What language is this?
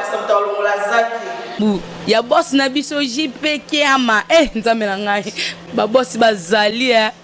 Lingala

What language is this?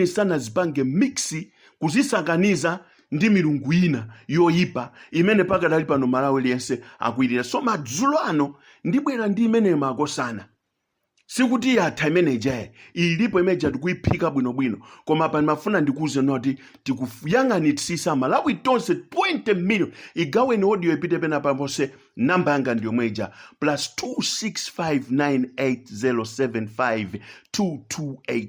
Nyanja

